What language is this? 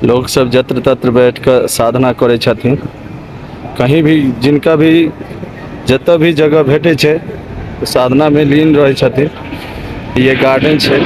Maithili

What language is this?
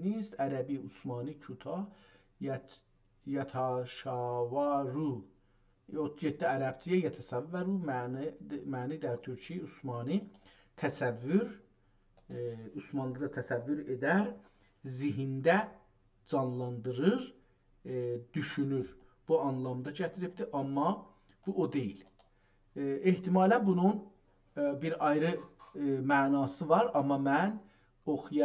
South Azerbaijani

